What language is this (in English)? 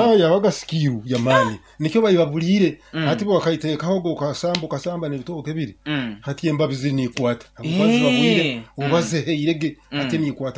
Nyoro